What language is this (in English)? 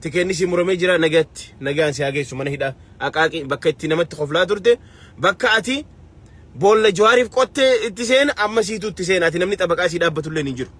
Oromo